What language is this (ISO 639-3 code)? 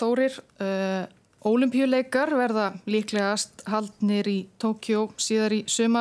isl